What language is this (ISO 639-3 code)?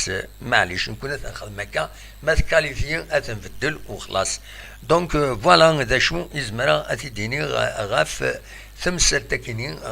kab